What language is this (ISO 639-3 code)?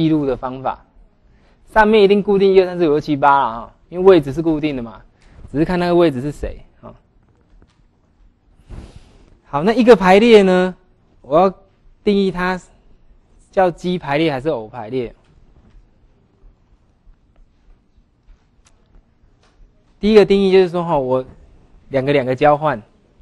zho